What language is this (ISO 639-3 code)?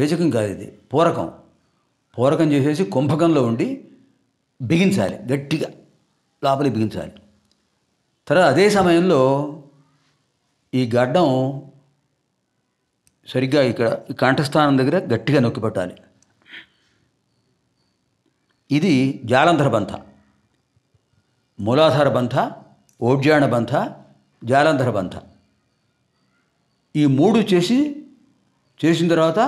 tel